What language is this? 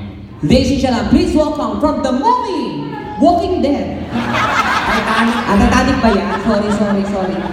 Filipino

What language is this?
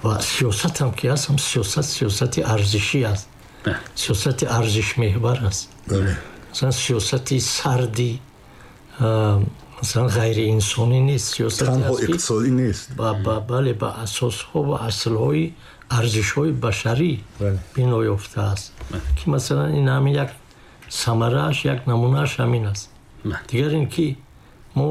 Tajik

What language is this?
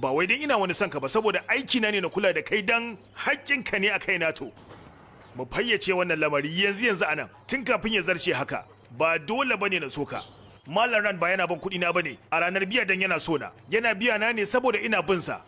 Hausa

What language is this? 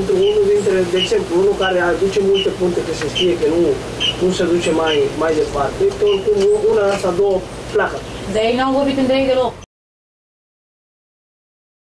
Romanian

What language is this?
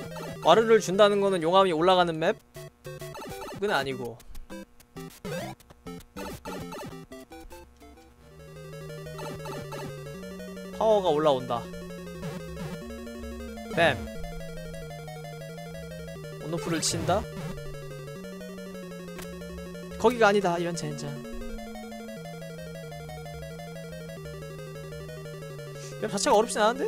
Korean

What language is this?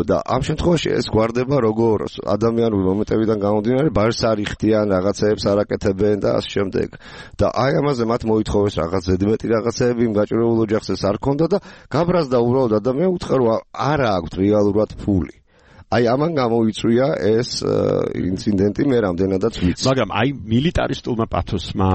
Georgian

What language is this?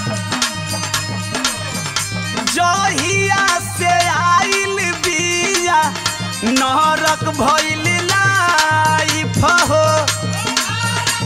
Bhojpuri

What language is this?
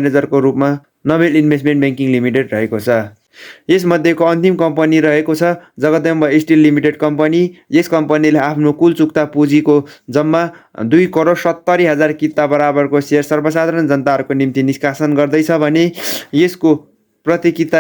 Nepali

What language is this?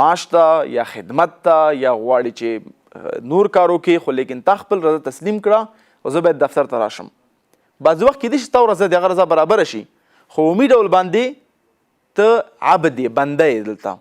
Pashto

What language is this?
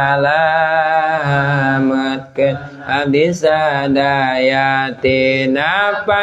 Sundanese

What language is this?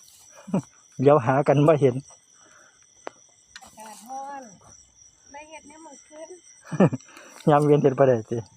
Lao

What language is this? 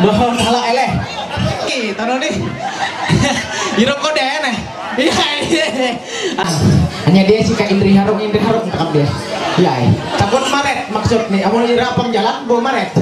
Ma'anyan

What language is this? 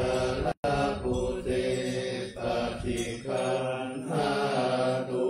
Pali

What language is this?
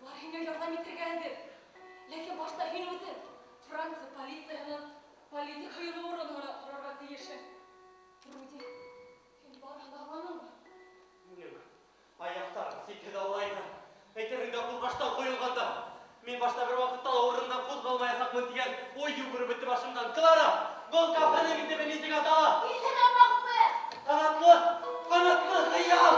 Bashkir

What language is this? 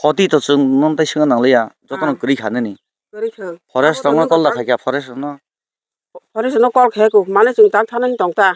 Kok Borok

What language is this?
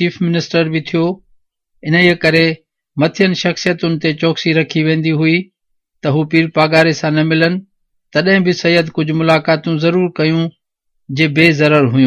Sindhi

